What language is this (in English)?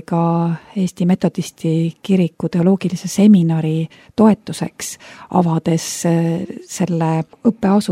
Estonian